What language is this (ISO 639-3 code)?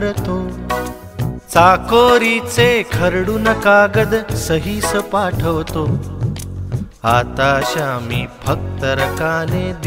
mar